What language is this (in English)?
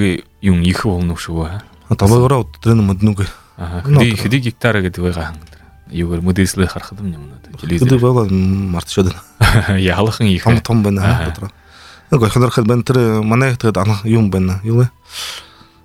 Buriat